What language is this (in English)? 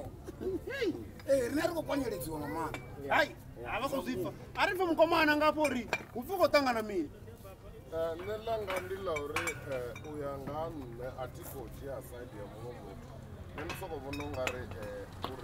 Venda